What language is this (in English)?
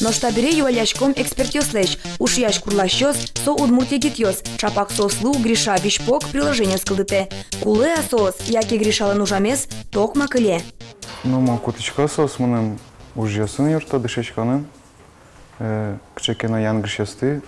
Udmurt